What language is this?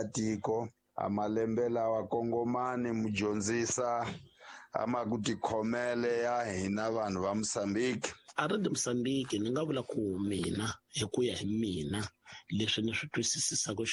Tsonga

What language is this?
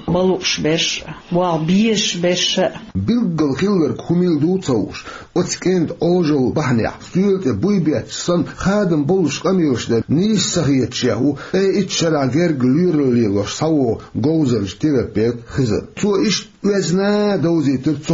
Chechen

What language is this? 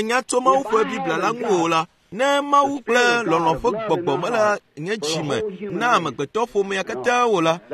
Ewe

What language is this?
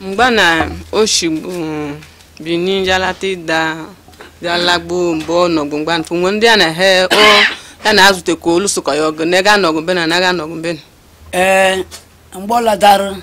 Igbo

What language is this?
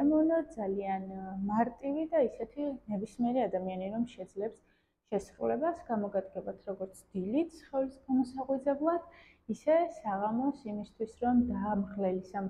Georgian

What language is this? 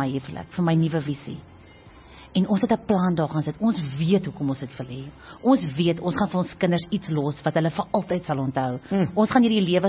Afrikaans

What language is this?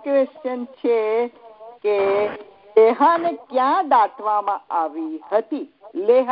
Gujarati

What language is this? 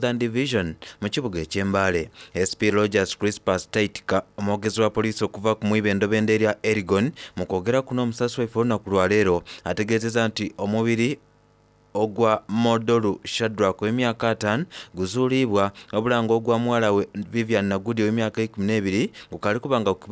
Soga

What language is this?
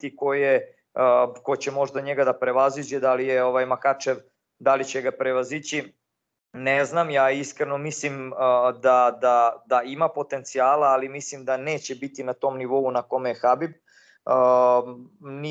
Serbian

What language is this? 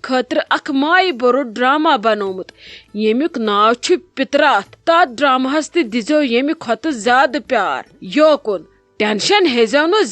Kashmiri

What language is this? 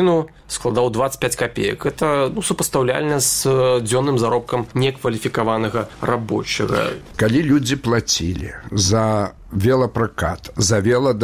Belarusian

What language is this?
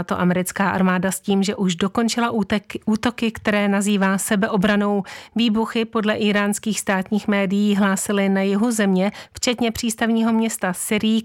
Czech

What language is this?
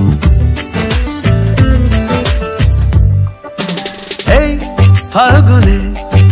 Bangla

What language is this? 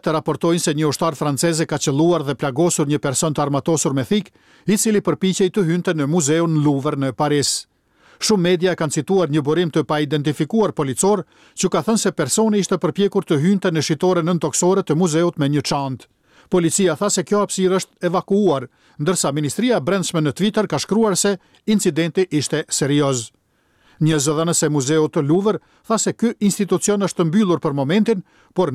Albanian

